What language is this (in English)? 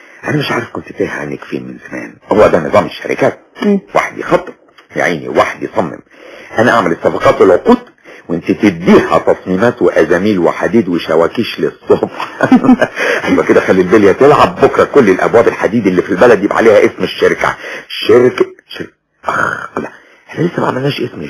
Egyptian Arabic